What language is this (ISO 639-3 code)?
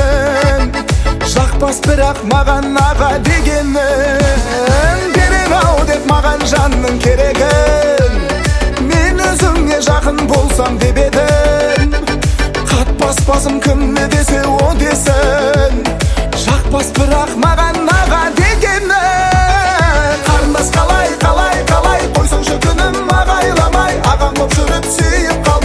kaz